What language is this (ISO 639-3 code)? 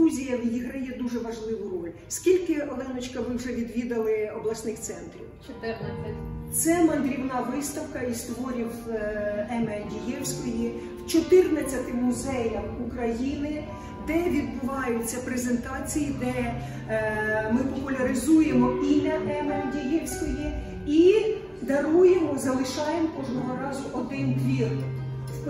ukr